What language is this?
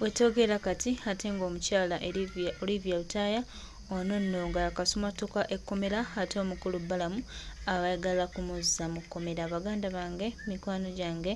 Ganda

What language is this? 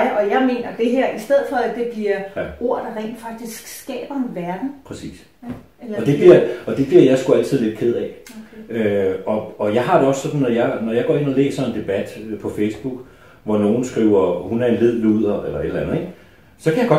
Danish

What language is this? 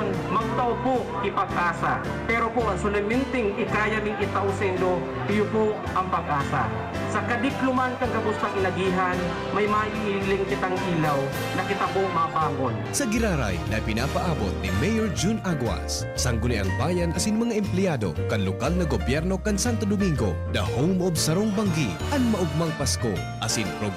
Bikol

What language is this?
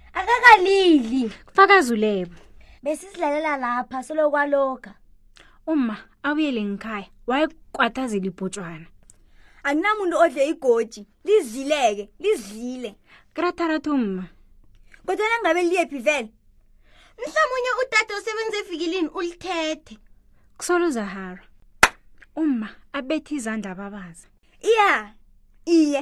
South Ndebele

